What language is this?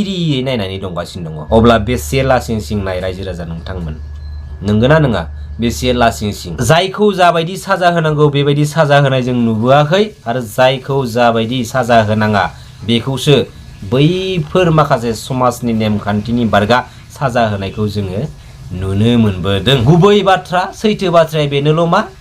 Bodo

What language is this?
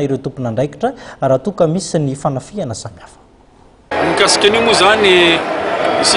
Malagasy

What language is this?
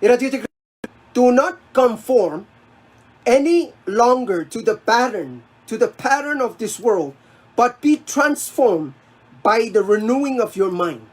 Pohnpeian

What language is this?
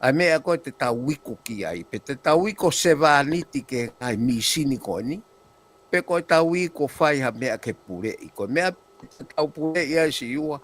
Tongan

